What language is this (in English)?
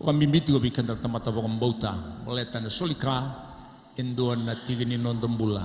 Fijian